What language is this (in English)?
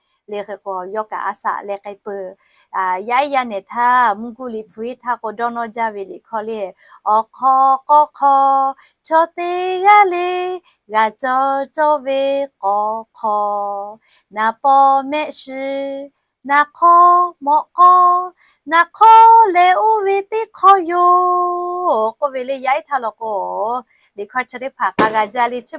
Lahu